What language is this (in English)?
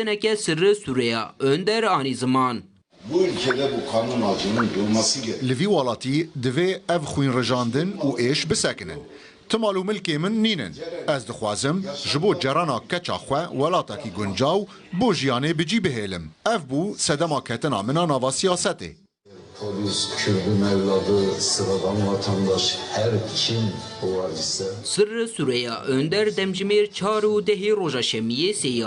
Kurdish